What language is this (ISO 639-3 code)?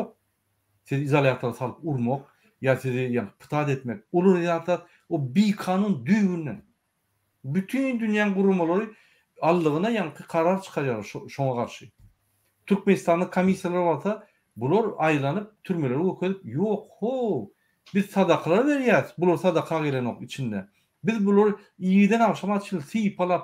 tuk